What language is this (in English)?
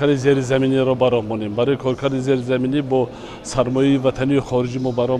Tajik